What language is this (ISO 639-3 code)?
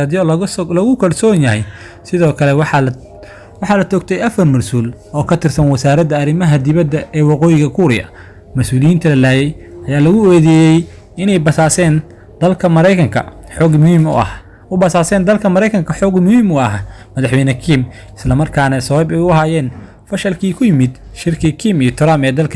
som